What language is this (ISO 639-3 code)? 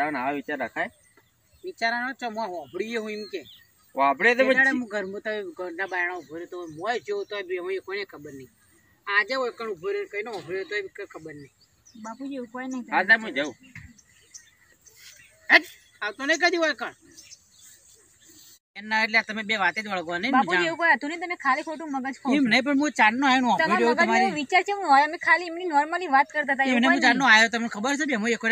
guj